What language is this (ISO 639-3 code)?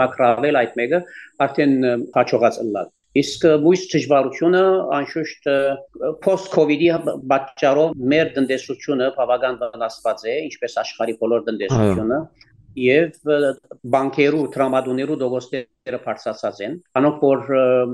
hyw